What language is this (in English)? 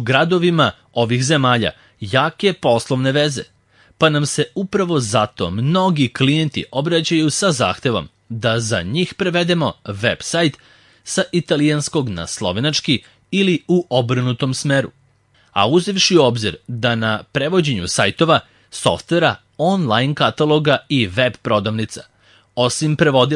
Serbian